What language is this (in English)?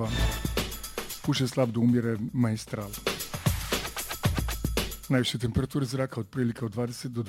Croatian